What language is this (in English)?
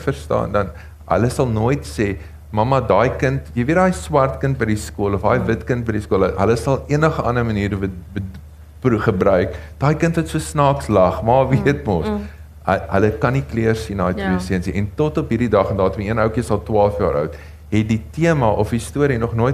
Afrikaans